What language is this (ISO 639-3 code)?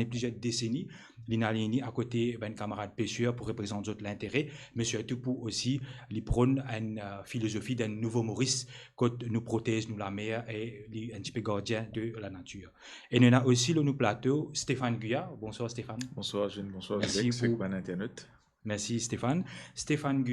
mfe